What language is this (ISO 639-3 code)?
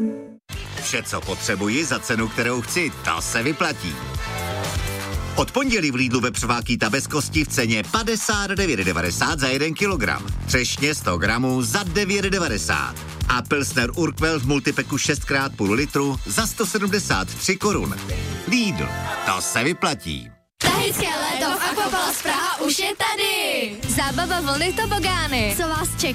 ces